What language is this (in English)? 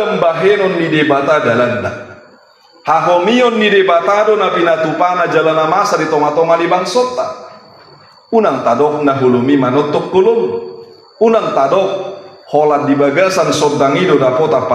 Batak Toba